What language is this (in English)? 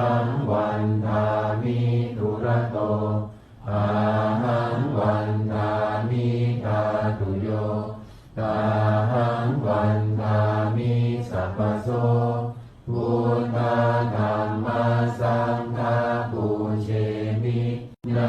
Pali